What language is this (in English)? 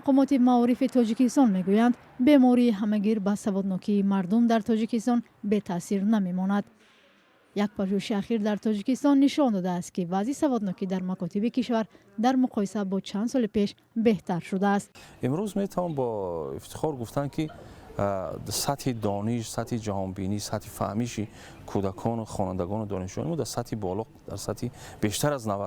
Tajik